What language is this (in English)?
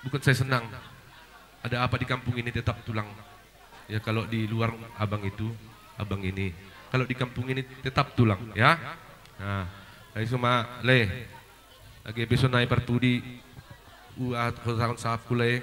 Batak Simalungun